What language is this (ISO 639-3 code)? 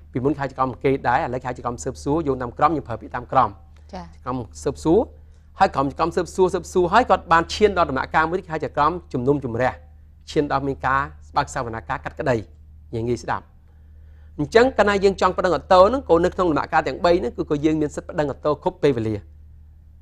khm